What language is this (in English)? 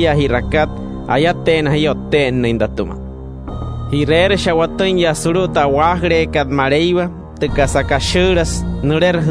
Wayuu